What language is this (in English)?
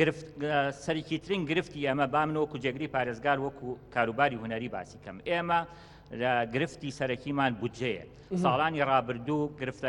Central Kurdish